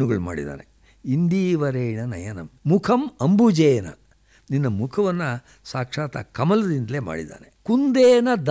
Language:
Kannada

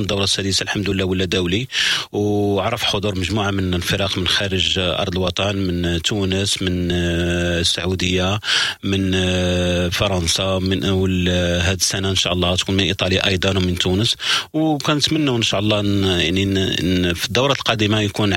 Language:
Moroccan Arabic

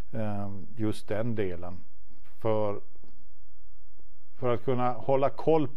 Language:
Swedish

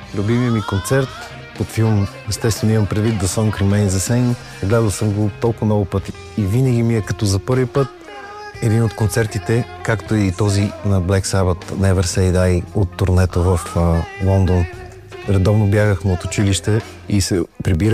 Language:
Bulgarian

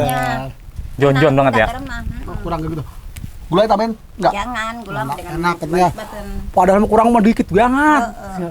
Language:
Betawi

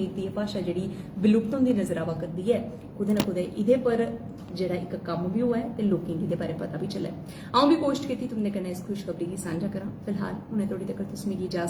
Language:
Dogri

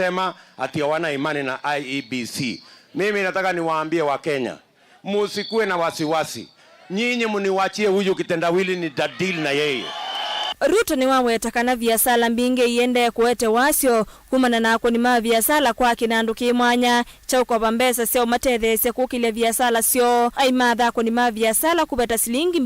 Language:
Kamba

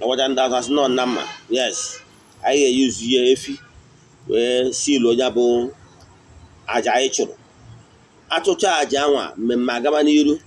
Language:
Igbo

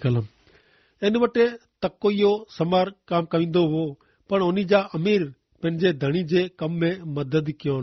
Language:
Kachhi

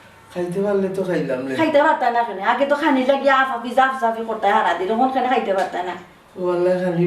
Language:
Sylheti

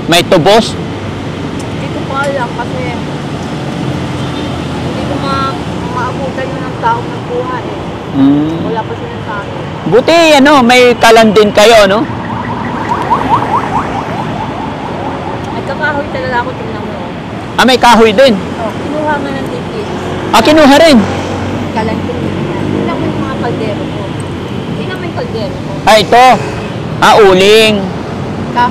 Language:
Filipino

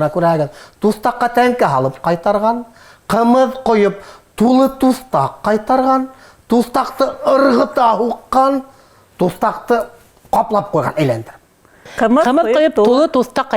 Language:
Bashkir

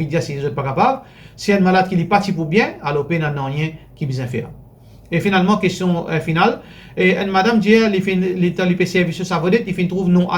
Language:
Morisyen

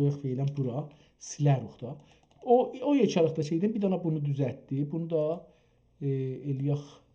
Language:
South Azerbaijani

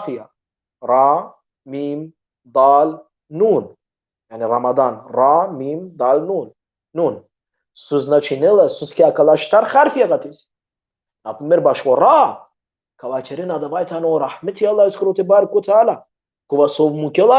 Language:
Balkan Romani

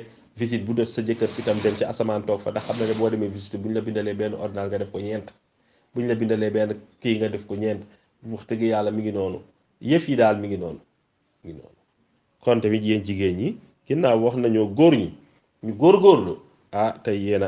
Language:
Wolof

